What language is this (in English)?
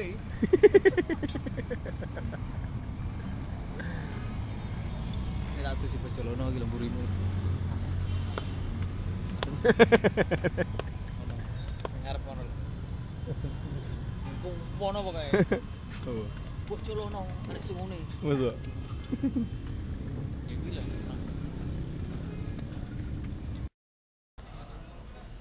Javanese